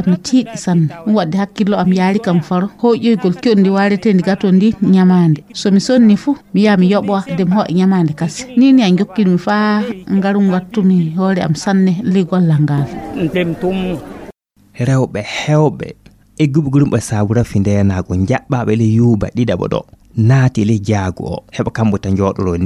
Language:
Fula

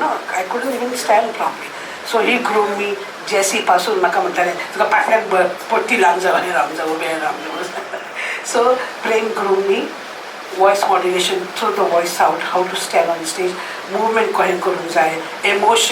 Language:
Konkani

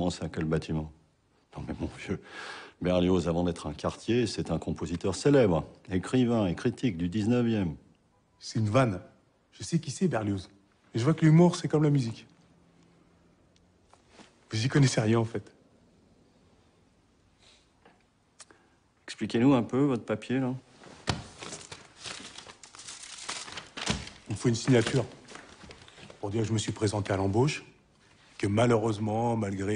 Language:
French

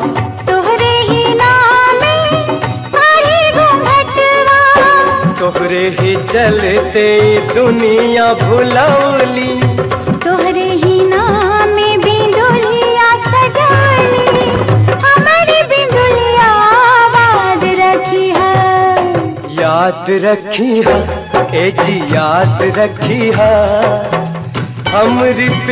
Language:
Bhojpuri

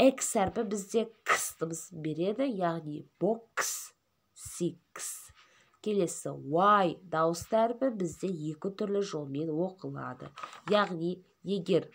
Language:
Kazakh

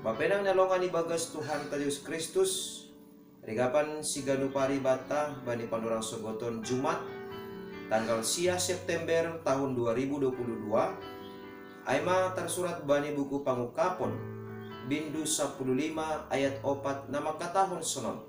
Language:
Batak Simalungun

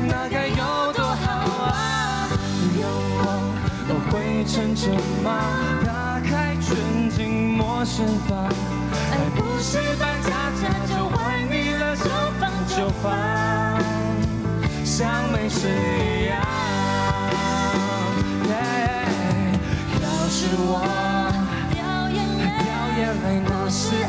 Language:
Chinese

